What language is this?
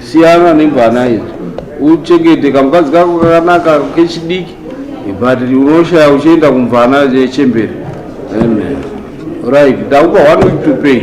Shona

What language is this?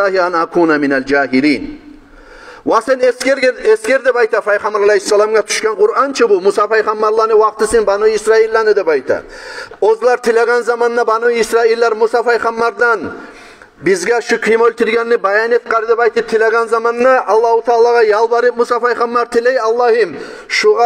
Kumyk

